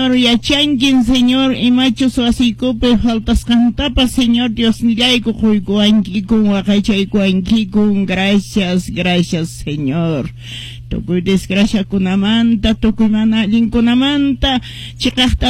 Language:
Quechua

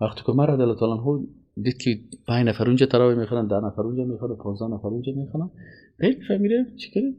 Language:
Persian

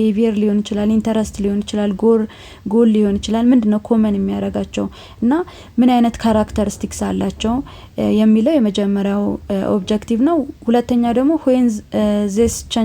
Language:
Amharic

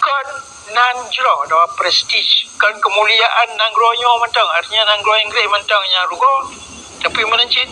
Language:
Achinese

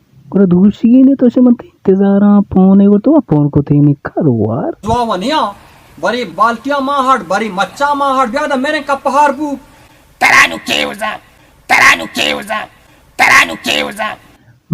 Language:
Baluchi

